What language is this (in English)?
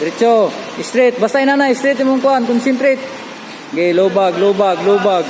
Cebuano